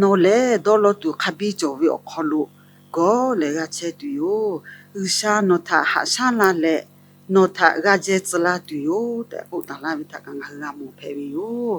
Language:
Lahu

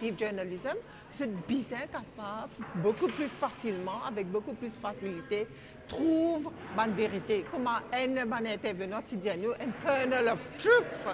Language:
Morisyen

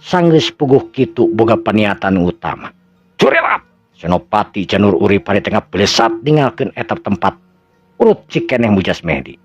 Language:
Sundanese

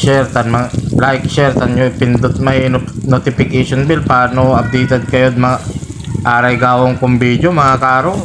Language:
Pangasinan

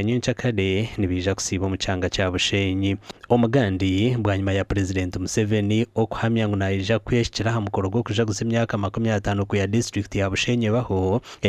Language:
Nyankole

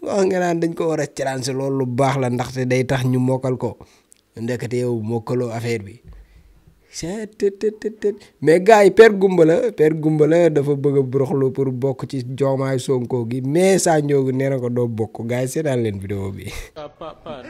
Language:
Wolof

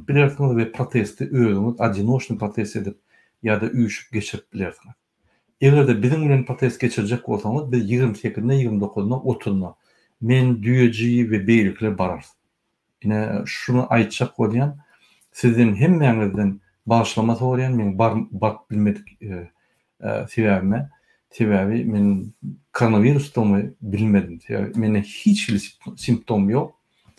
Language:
Turkmen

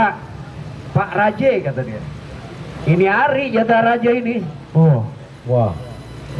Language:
Betawi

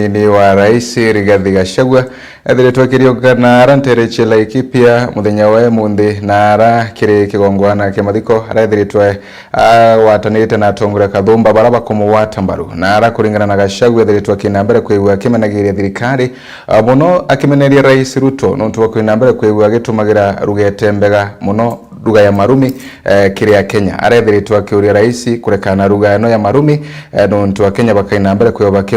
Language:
Meru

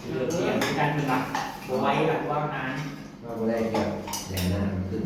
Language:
Northeastern Thai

